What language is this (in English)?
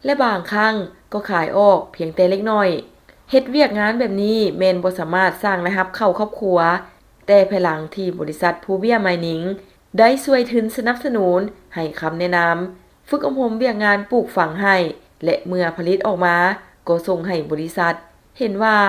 Lao